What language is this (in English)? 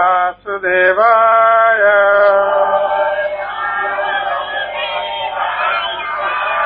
Odia